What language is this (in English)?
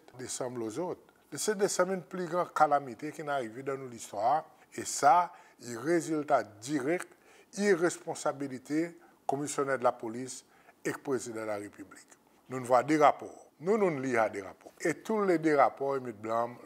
Seselwa Creole French